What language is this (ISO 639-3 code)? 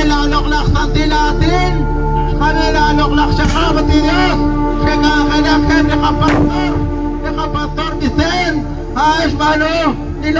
kek